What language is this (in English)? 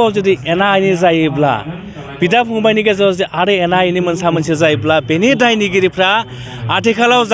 Bodo